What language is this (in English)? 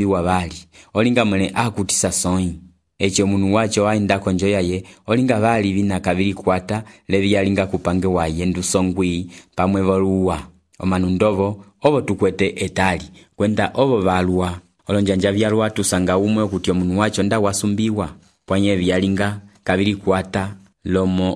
Umbundu